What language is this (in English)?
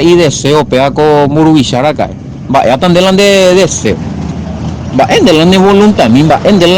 Guarani